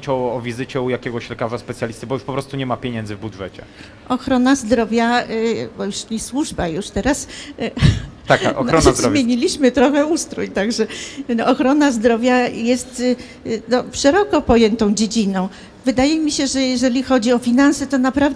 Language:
Polish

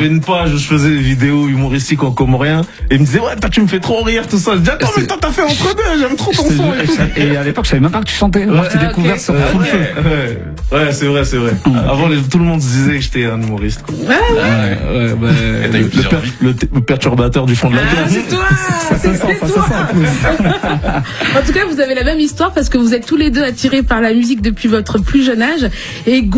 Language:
French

